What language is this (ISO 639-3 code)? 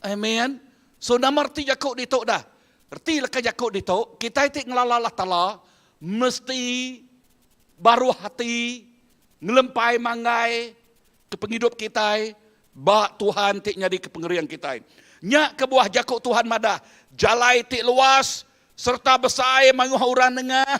iba